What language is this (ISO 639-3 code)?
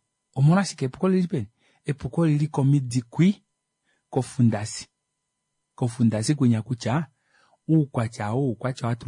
kua